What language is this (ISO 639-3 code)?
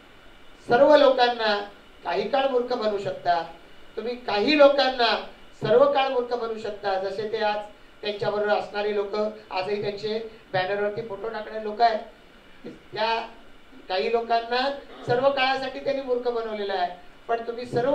mar